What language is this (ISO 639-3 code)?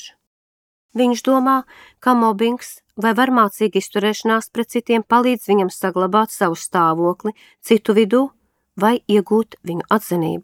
lav